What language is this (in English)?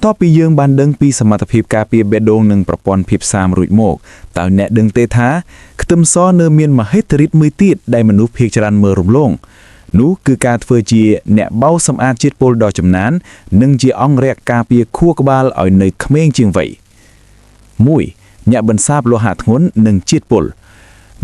Khmer